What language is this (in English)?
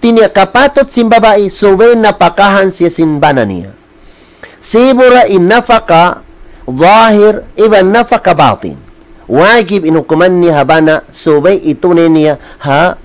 Tausug